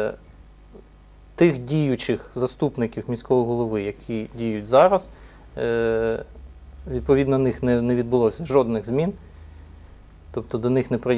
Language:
Ukrainian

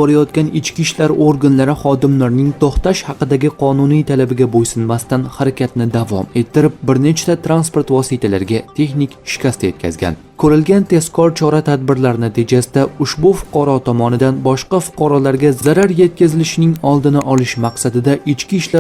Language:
Uzbek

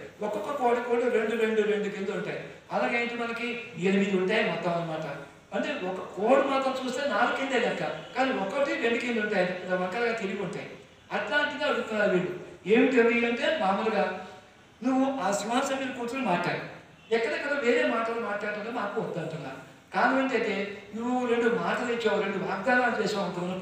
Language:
Telugu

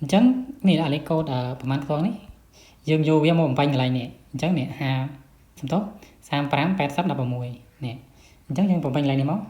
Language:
Khmer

